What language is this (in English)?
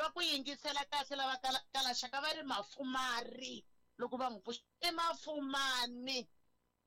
Tsonga